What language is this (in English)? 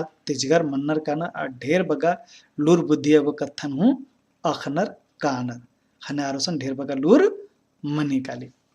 Kurukh